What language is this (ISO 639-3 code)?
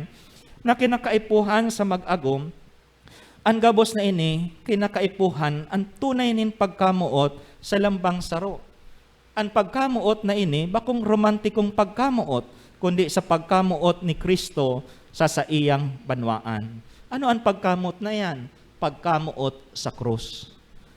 bik